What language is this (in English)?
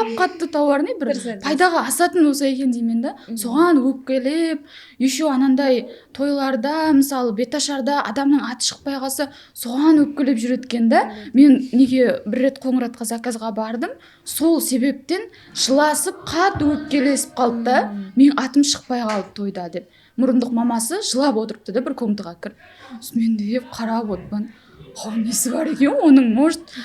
Kara-Kalpak